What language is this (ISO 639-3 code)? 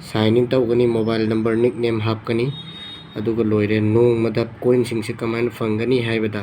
mni